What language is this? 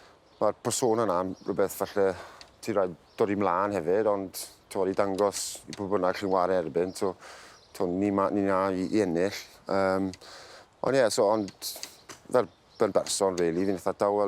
Welsh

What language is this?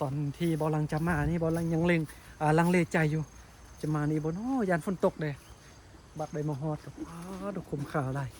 Lao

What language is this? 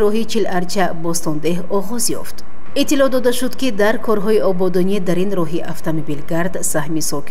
Tajik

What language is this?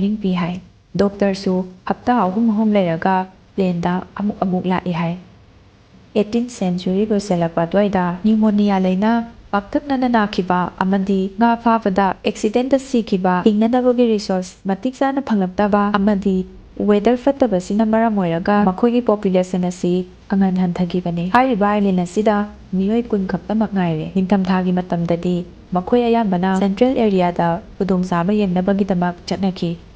Manipuri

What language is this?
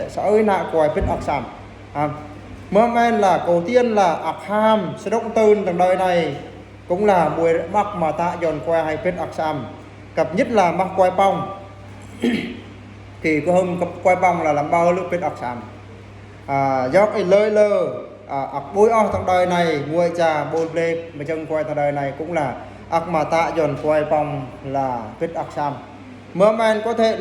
Eastern Bru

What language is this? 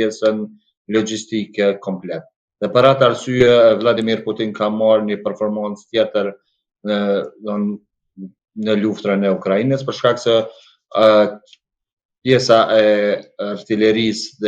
Albanian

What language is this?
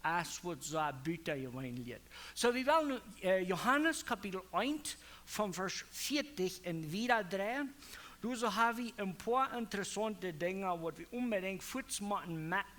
Plautdietsch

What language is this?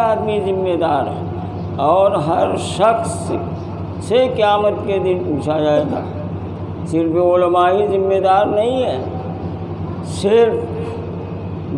Urdu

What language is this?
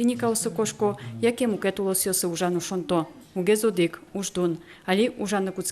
Udmurt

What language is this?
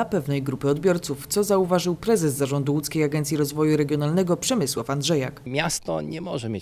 Polish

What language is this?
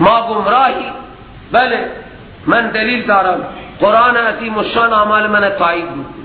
Persian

